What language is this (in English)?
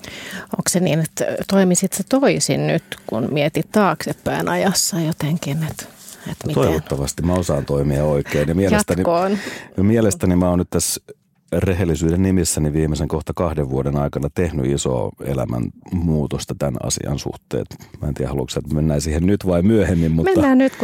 Finnish